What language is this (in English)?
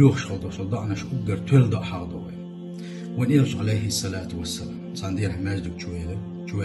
Chechen